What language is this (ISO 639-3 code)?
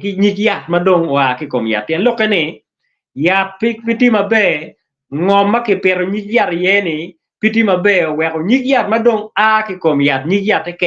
ach